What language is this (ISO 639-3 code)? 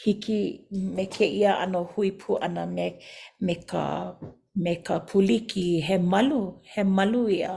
haw